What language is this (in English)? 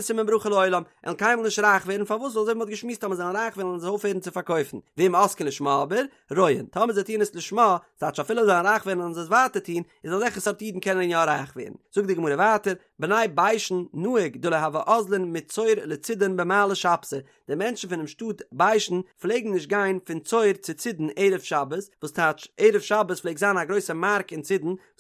Yiddish